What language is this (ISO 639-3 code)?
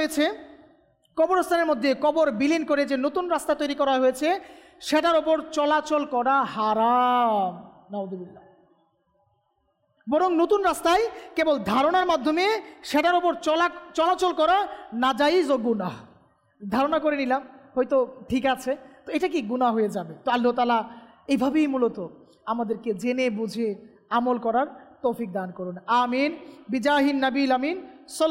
ben